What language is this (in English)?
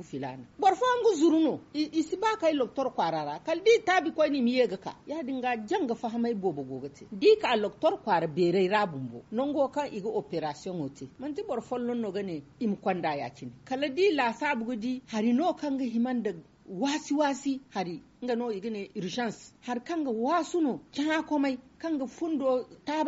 Zarma